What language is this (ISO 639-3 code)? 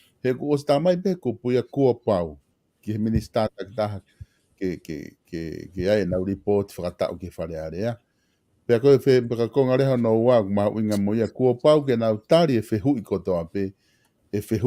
ton